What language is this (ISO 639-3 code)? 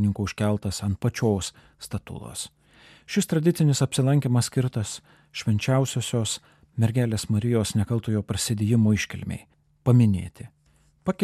lit